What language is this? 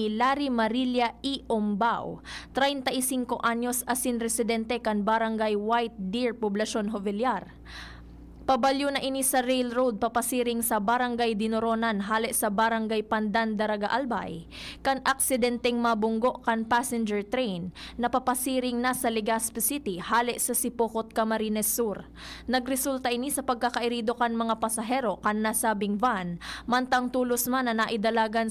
Bikol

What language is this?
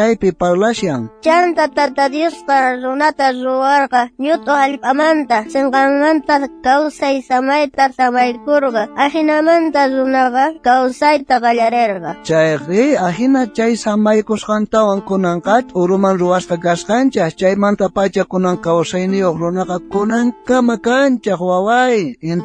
South Bolivian Quechua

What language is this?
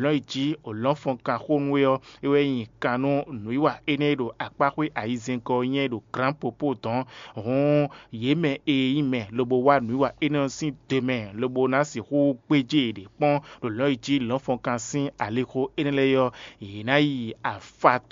Fon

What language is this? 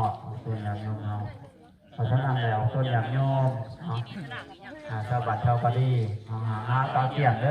Lao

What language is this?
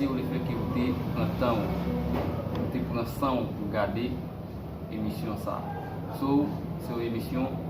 Haitian Creole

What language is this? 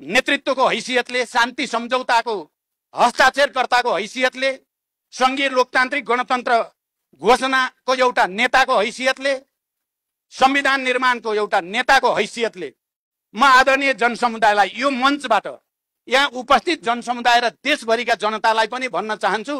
Nepali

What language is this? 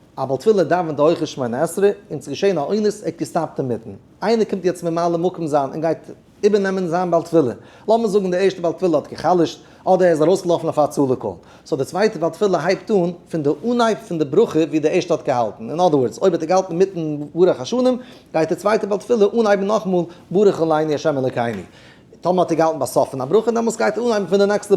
Yiddish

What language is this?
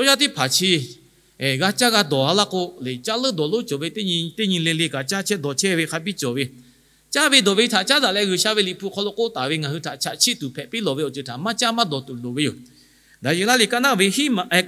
Lahu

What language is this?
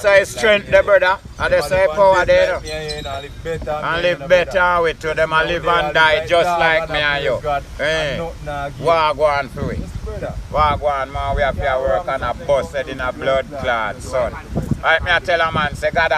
Jamaican Creole English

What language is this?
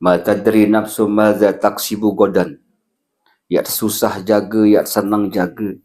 Sasak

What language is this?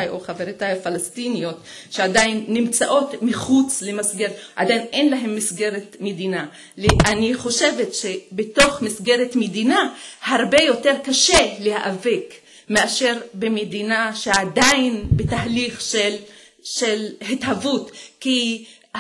Hebrew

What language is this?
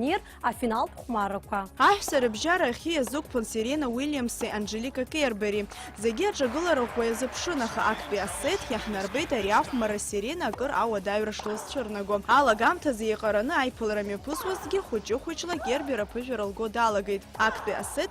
Abkhazian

